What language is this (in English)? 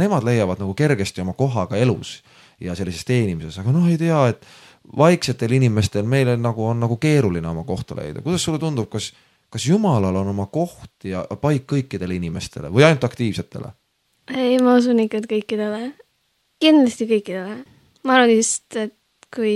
Estonian